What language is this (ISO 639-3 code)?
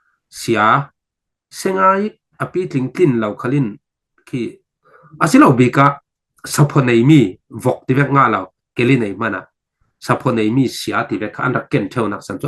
cfm